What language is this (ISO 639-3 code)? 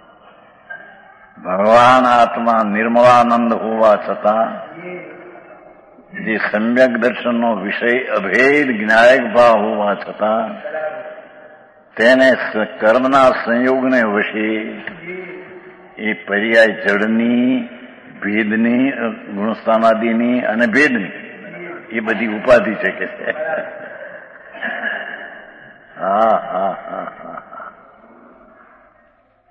guj